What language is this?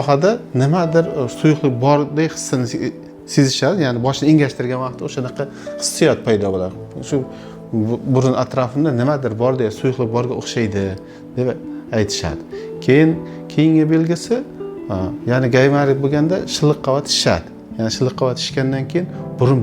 Uzbek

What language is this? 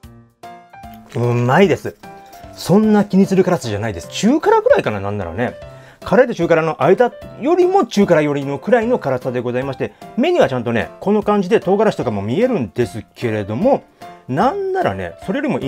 Japanese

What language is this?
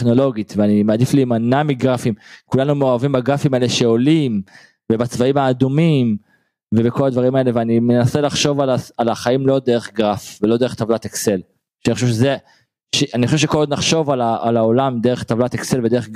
Hebrew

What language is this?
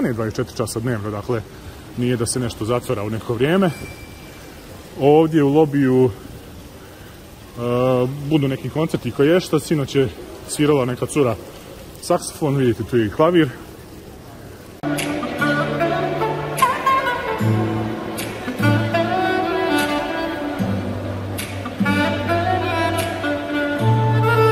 Croatian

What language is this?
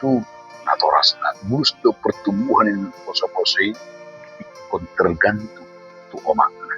Batak Toba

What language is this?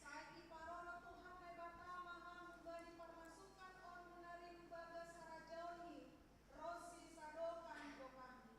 Batak Simalungun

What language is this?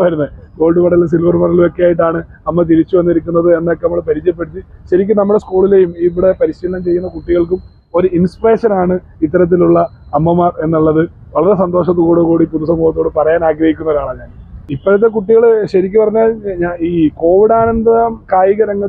Malayalam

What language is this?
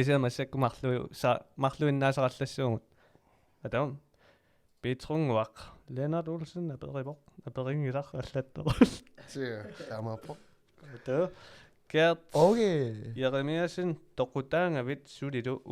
Kalaallisut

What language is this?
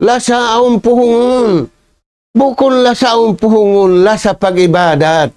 Tausug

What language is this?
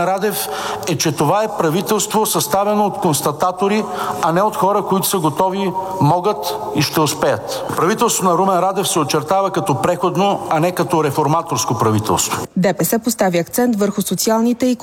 Bulgarian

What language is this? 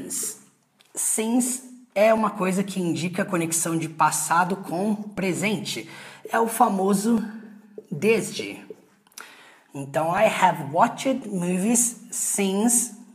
Portuguese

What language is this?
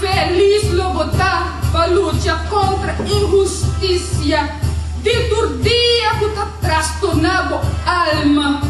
Papiamento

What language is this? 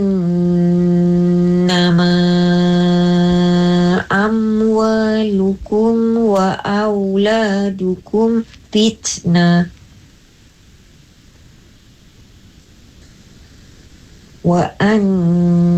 Malay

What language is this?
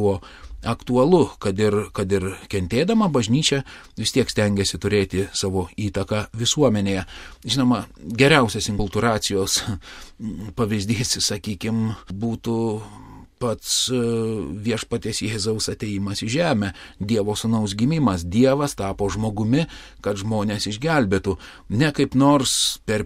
Lithuanian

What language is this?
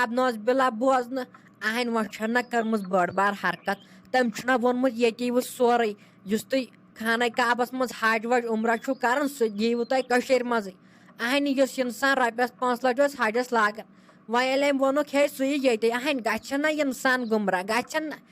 Kashmiri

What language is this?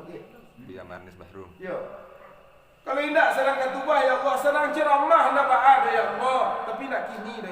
Minangkabau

